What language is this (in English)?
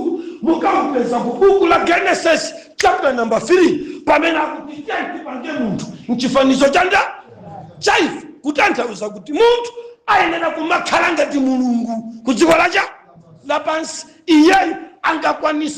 Nyanja